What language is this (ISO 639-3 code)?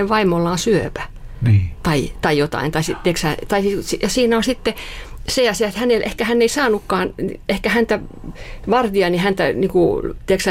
fin